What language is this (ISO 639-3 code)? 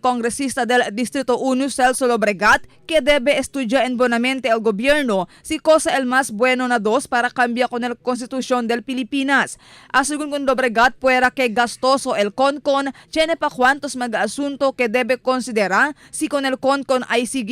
cbk